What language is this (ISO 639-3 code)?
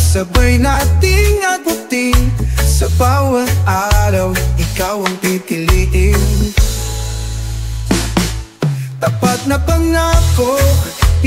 fil